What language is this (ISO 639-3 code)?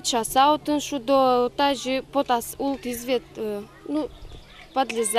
udm